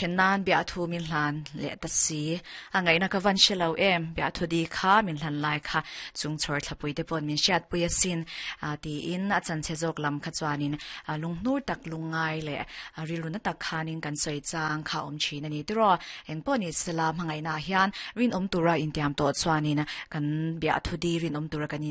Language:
Mizo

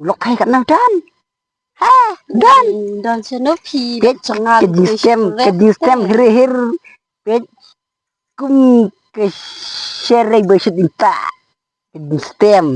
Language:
Khasi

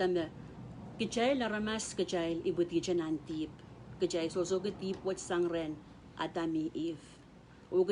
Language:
Pohnpeian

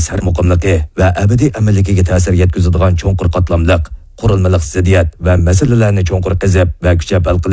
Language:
Uyghur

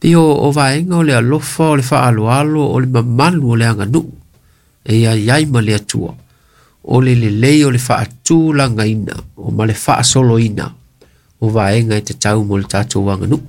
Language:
Samoan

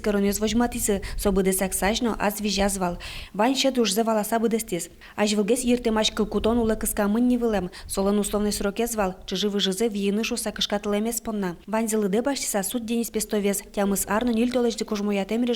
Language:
Udmurt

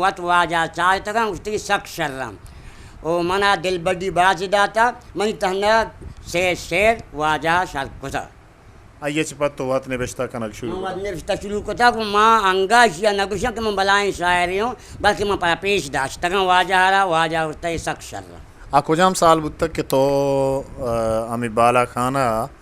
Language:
Eastern Balochi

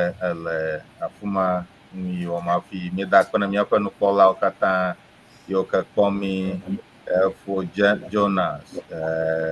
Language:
Ewe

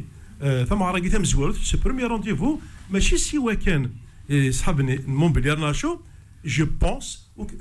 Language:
Kabyle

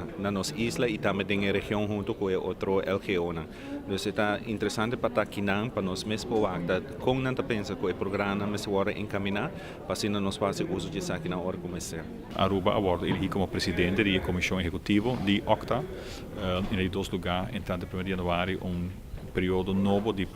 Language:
Papiamento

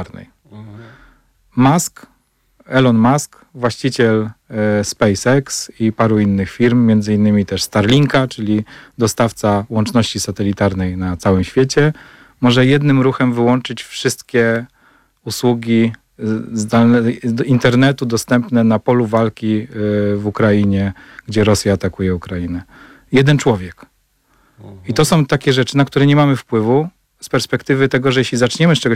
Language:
Polish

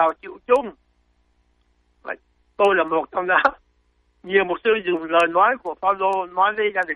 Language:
Vietnamese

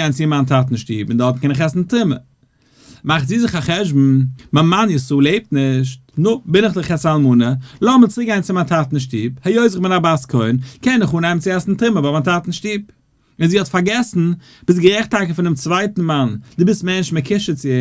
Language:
Yiddish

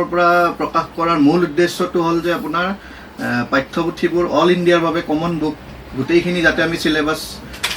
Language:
Assamese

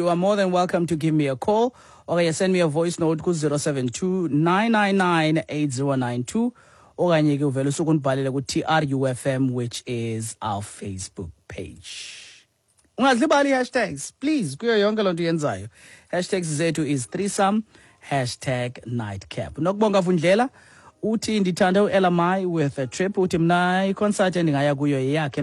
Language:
Xhosa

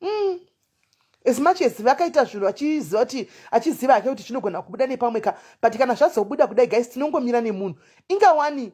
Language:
Shona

